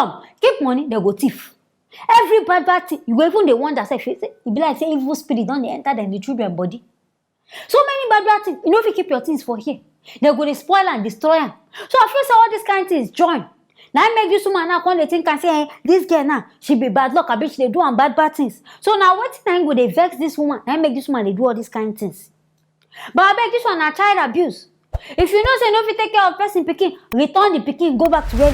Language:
Nigerian Pidgin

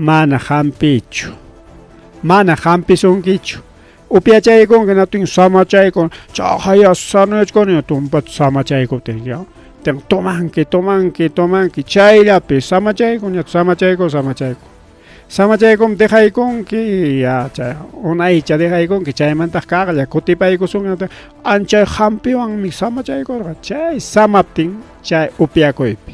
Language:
Ayacucho Quechua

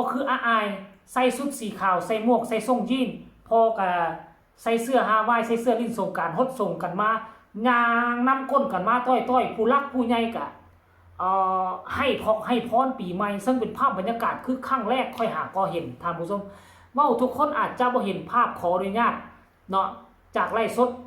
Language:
Northeastern Thai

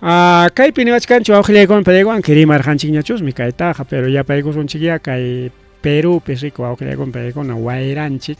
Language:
Ayacucho Quechua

